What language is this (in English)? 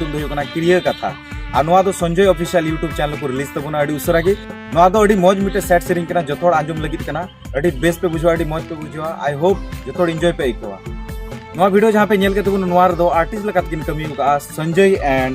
Santali